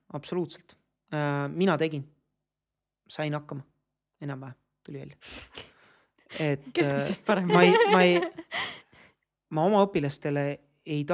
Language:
Estonian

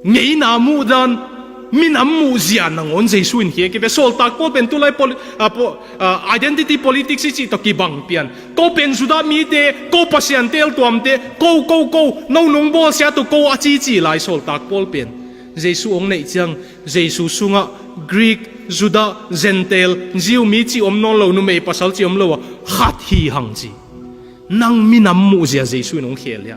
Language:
Tedim Chin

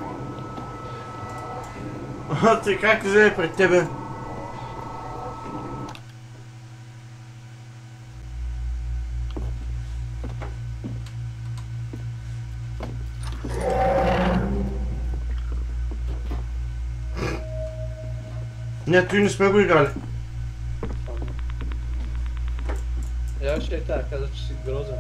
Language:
Bulgarian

